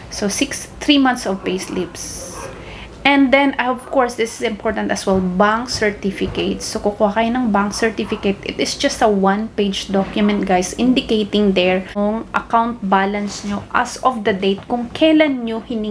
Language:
Filipino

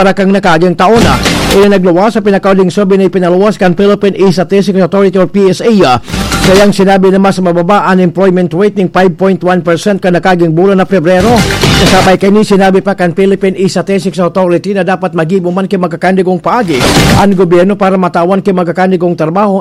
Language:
Bikol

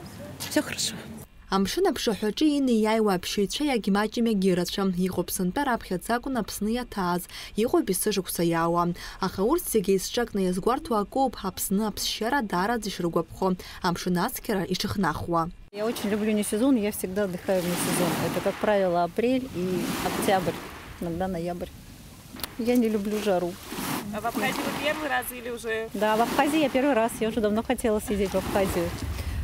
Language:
Abkhazian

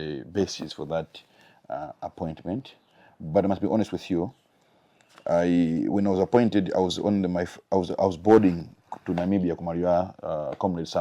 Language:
Nyanja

